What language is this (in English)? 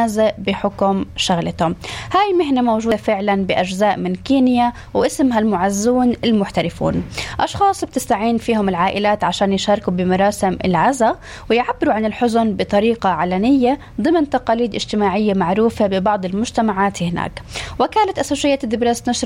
North Levantine Arabic